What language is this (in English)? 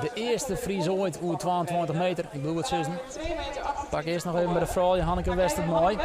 Western Frisian